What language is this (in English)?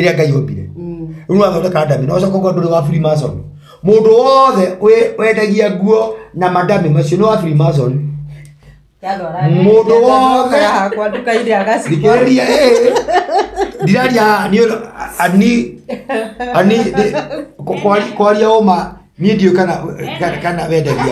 Kikuyu